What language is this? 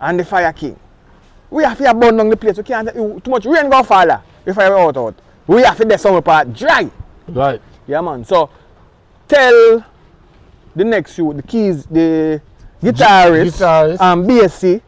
Jamaican Creole English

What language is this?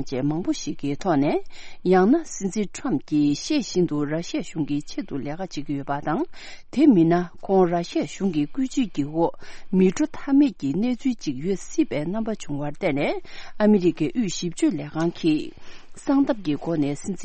Tibetan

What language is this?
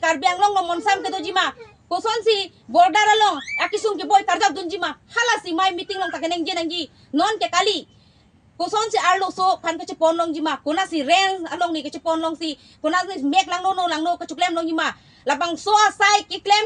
Karbi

